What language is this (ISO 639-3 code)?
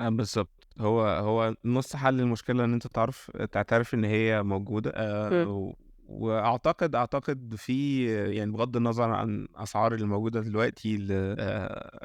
arz